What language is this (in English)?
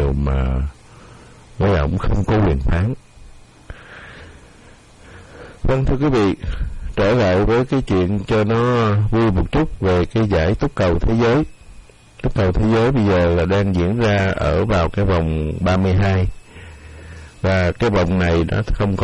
Vietnamese